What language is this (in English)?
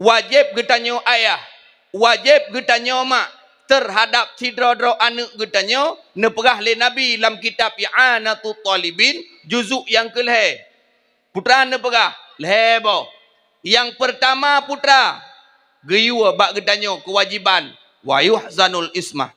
Achinese